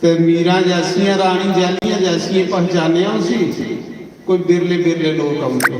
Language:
Dogri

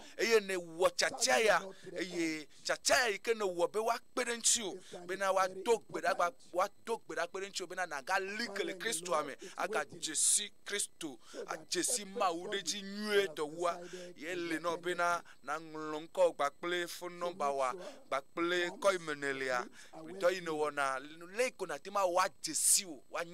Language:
Ewe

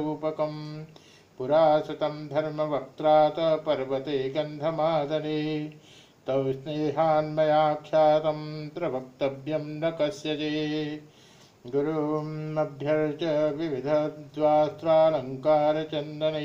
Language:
Sanskrit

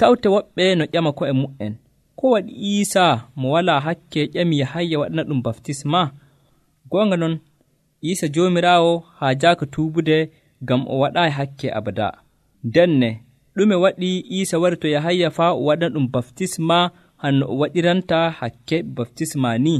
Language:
Nigerian Fulfulde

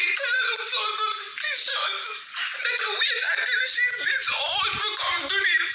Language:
Jamaican Creole English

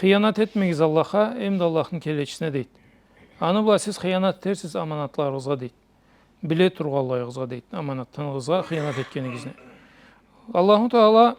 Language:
Karachay-Balkar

